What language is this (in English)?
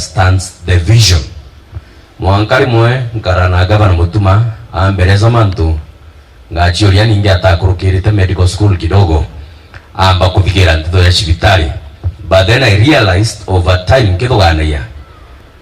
Meru